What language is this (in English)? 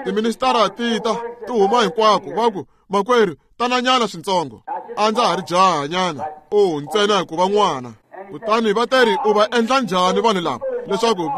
Tsonga